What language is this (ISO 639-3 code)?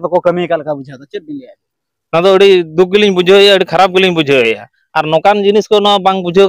sat